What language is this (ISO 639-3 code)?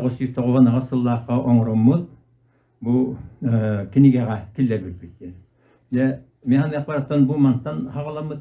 sah